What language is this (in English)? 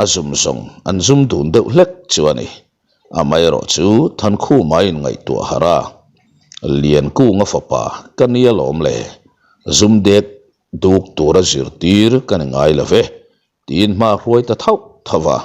Mizo